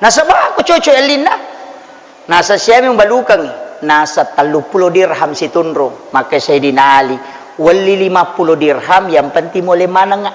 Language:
Buginese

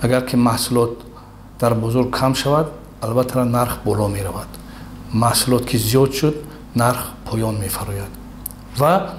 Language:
Tajik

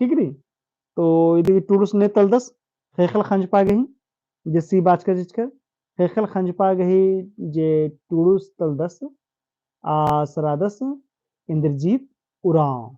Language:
Kurukh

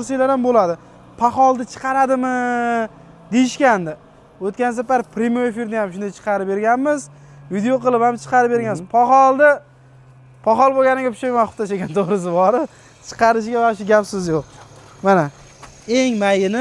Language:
Uzbek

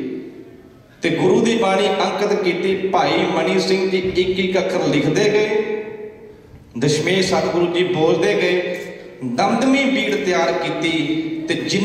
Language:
Punjabi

